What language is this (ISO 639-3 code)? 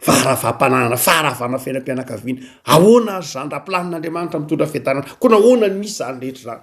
mlg